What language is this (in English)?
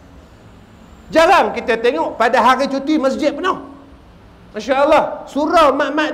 Malay